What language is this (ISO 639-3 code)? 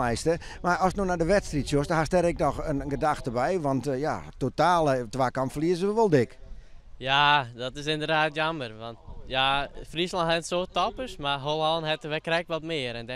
fry